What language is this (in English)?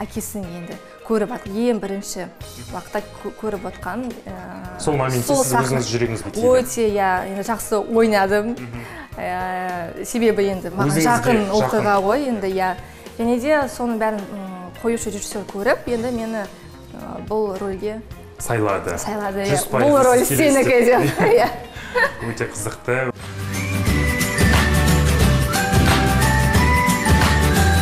Kazakh